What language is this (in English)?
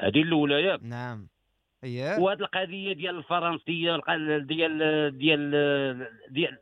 Moroccan Arabic